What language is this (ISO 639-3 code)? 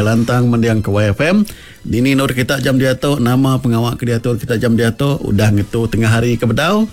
iba